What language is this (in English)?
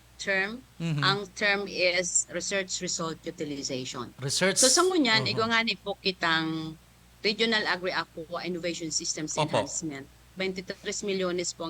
Bikol